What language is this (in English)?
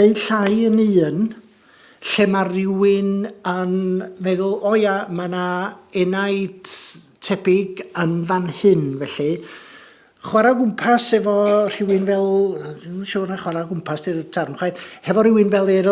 Welsh